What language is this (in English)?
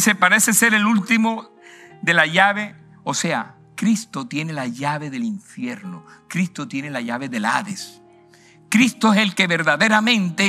Spanish